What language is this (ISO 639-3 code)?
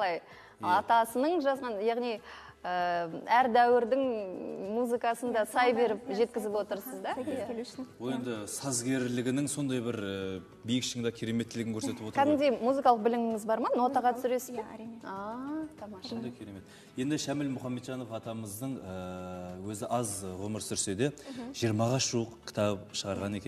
kaz